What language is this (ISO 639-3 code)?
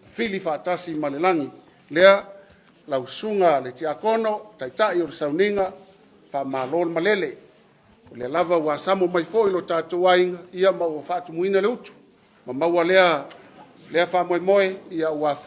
smo